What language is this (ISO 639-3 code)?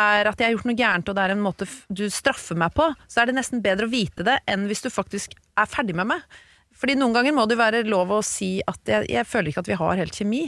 nor